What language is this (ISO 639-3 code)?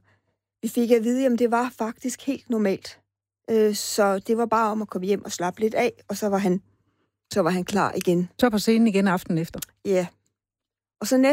dan